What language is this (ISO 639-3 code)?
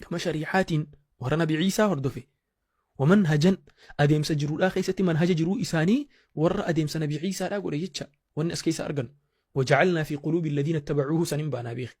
orm